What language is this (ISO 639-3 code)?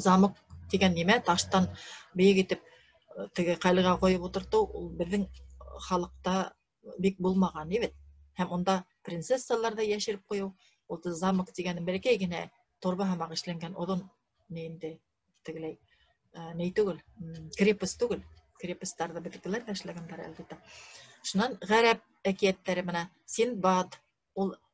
bak